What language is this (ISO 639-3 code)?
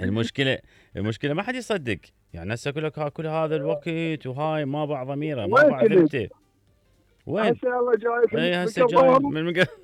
acm